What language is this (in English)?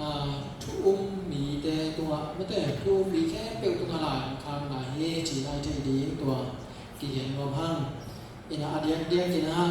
Tedim Chin